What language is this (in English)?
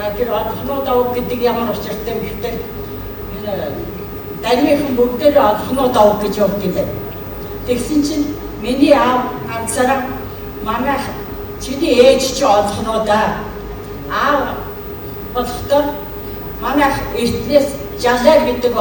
Mongolian